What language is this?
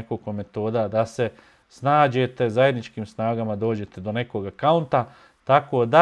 Bosnian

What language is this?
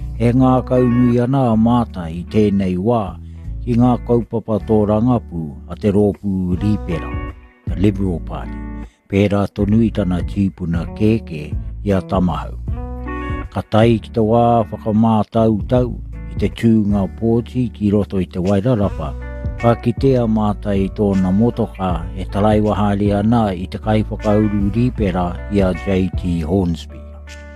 Māori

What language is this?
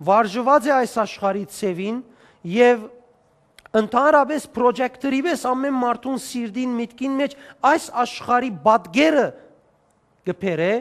Western Armenian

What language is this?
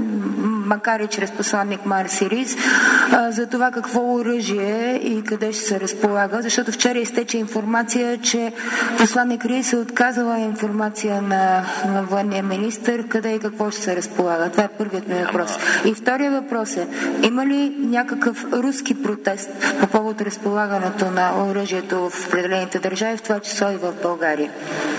Bulgarian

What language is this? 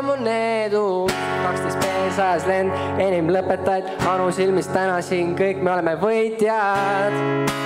Estonian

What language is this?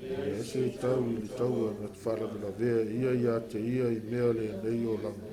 Samoan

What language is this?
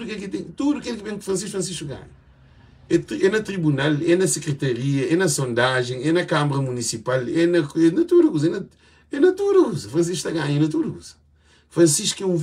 Kabuverdianu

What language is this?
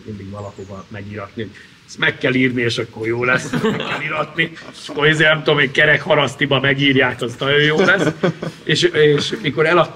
Hungarian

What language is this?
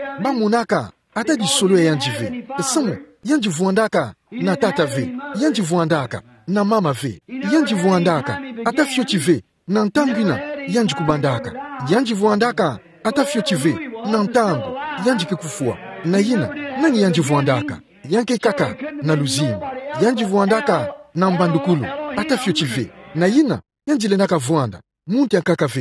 Kituba (Democratic Republic of Congo)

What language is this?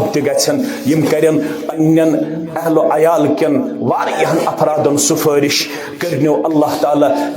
Kashmiri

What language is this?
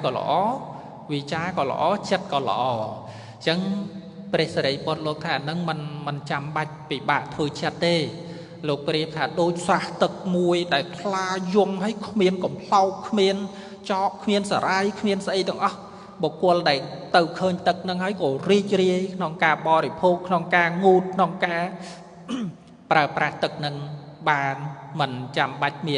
Khmer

